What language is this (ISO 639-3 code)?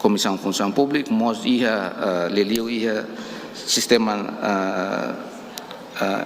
tet